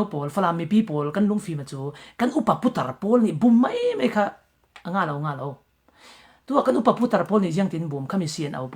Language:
Falam Chin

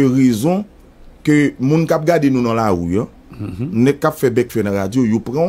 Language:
Haitian Creole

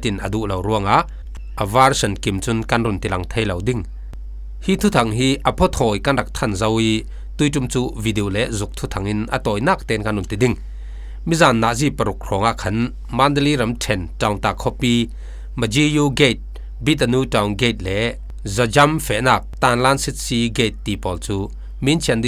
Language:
Falam Chin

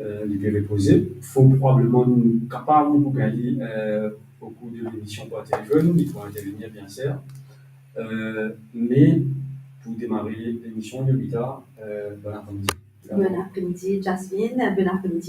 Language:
Morisyen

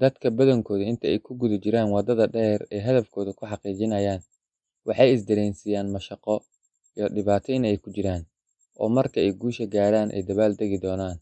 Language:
Somali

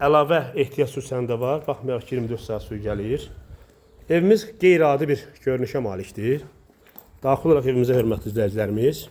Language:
Azerbaijani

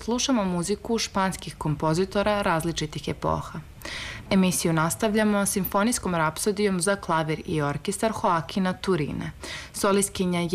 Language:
Serbian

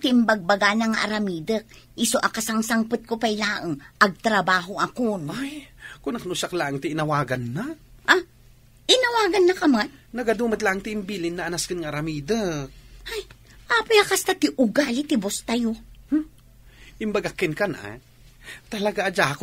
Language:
Iloko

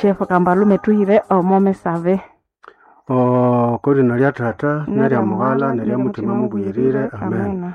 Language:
Nande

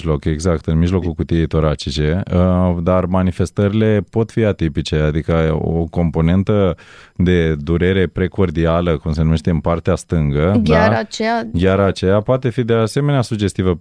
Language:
Romanian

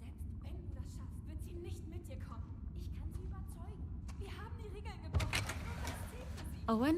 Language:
Bavarian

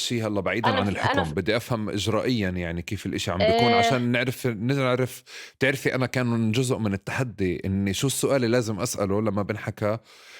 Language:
North Levantine Arabic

